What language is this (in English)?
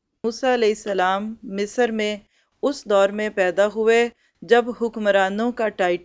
Urdu